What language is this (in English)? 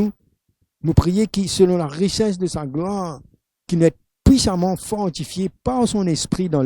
Morisyen